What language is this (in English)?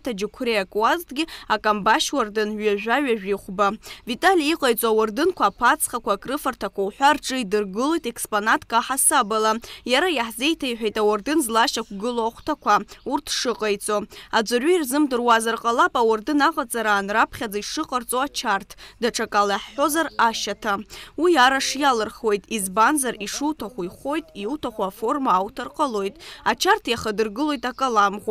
Abkhazian